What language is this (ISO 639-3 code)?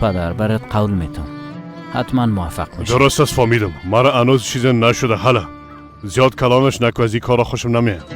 fas